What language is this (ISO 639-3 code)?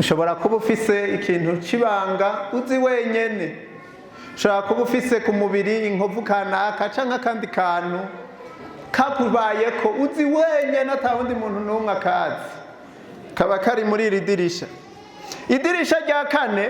run